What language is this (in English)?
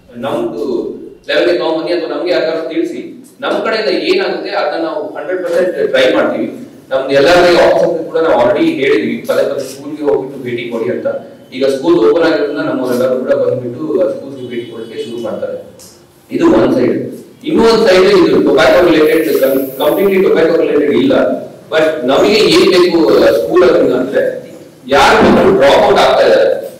Kannada